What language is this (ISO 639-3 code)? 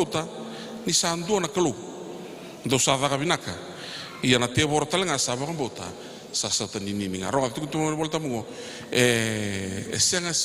fij